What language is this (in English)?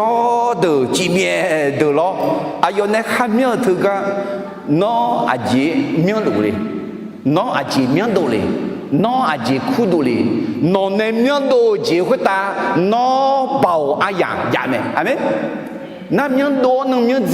Akha